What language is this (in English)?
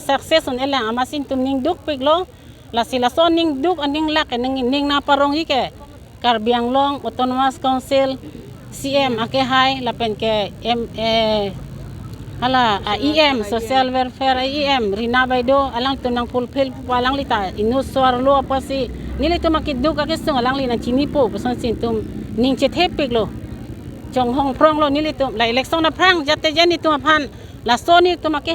Karbi